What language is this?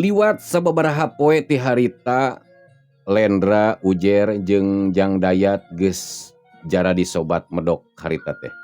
Sundanese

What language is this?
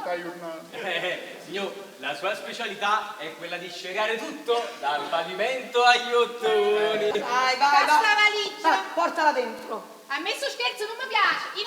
Neapolitan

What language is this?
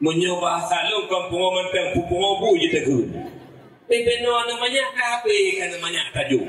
Achinese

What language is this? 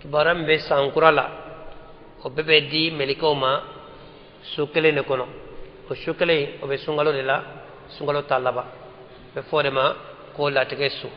Bambara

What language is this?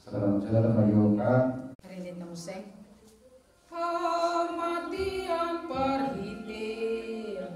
Batak Toba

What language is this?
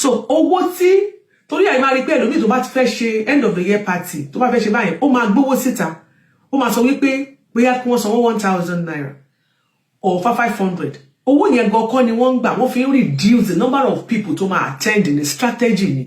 Yoruba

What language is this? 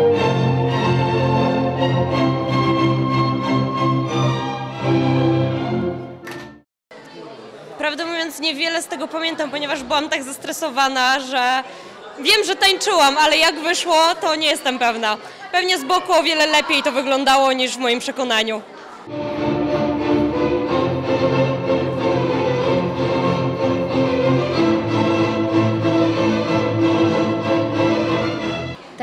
Polish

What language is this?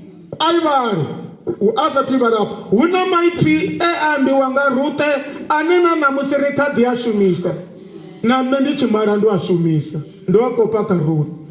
Venda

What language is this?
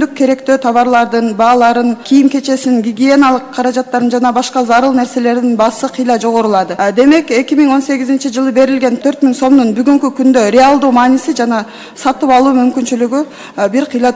Kyrgyz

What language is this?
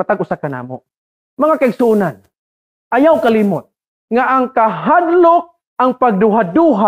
Cebuano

